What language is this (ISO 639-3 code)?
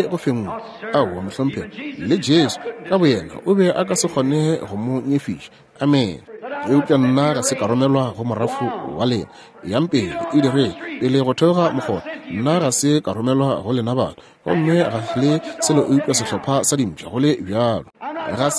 nso